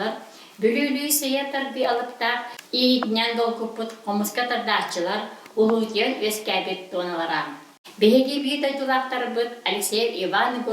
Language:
Yakut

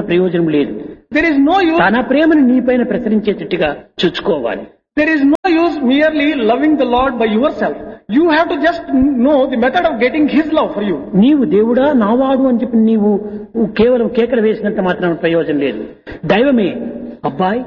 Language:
Telugu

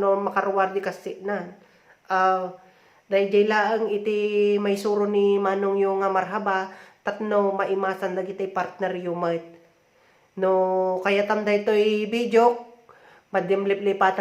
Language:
Iloko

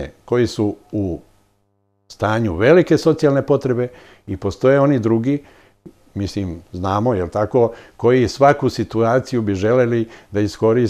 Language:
Serbian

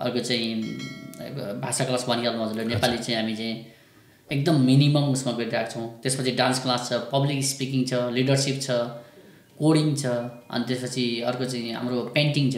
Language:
Nepali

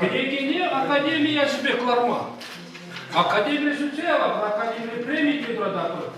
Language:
Chuvash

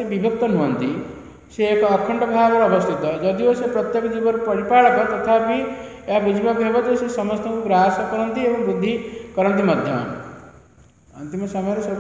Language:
Odia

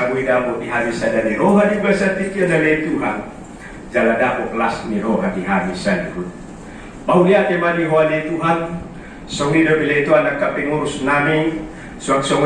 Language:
Batak Toba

